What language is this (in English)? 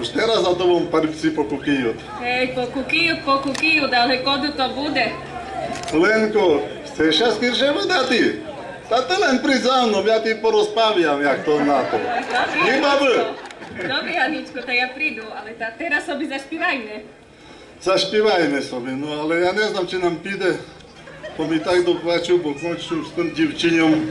Rusyn